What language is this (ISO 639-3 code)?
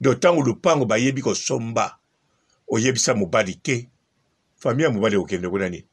lin